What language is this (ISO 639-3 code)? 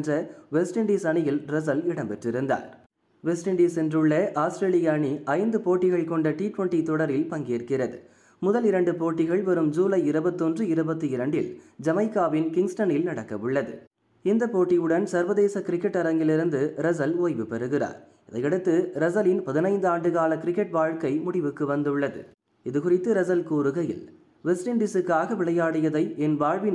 tam